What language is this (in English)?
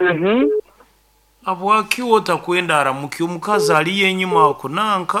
Nyankole